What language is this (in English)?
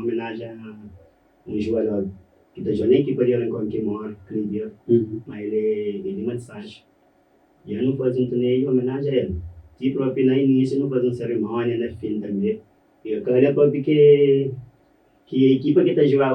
Kabuverdianu